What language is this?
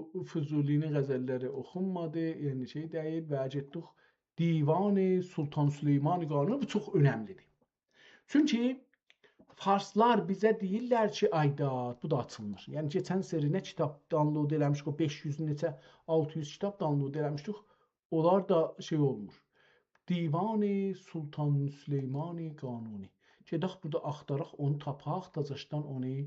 South Azerbaijani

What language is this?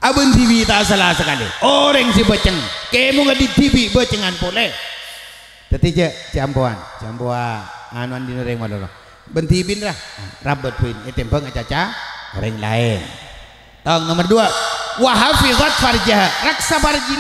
Madurese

